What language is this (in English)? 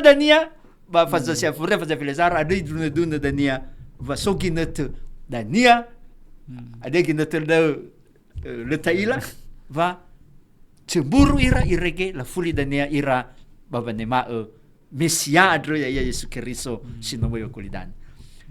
Nias